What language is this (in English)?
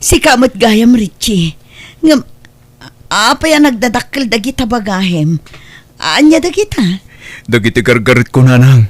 Iloko